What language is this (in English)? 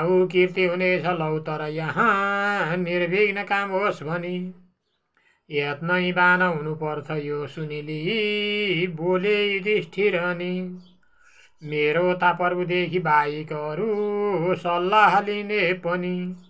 Nepali